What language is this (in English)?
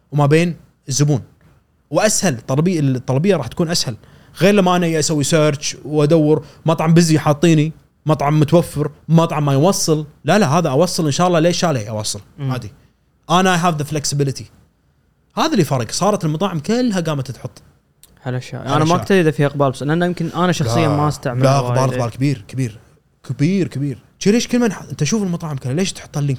Gulf Arabic